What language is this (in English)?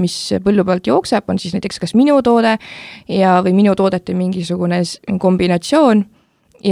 Estonian